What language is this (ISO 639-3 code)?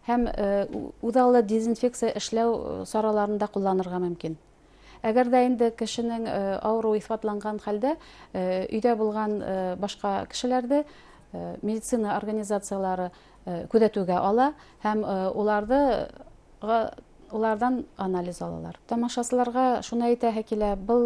bak